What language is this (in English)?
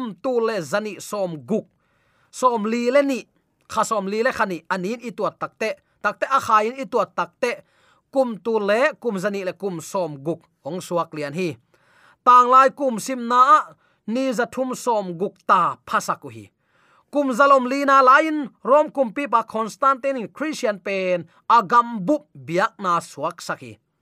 Tedim Chin